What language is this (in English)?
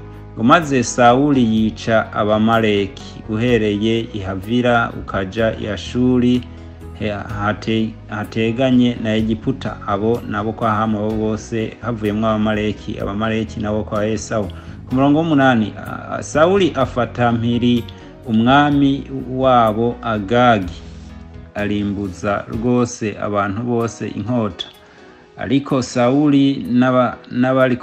Rundi